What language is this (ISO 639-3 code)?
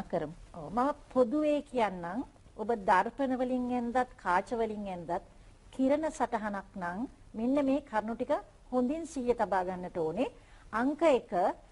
sin